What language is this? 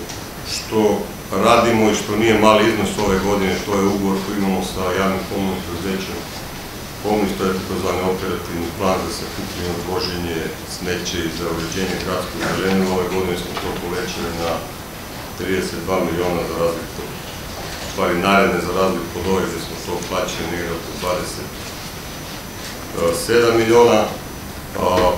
Serbian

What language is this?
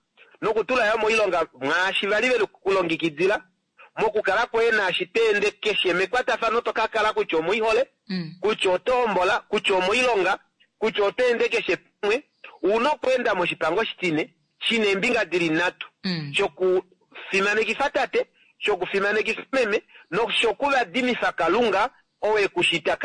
Kuanyama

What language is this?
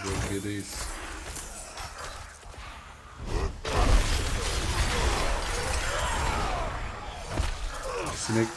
Turkish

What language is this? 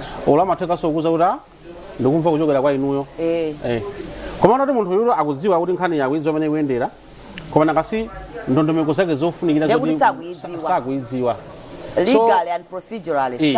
Nyanja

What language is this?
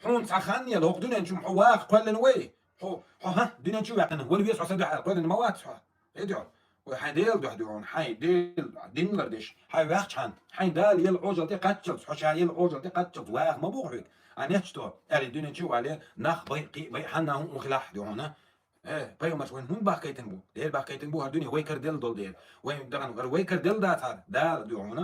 Chechen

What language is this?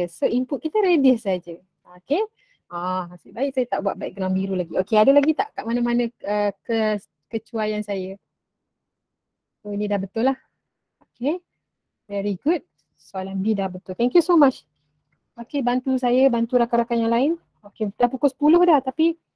Malay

